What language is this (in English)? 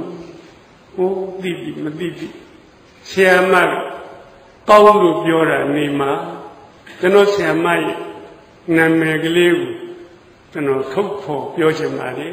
Burmese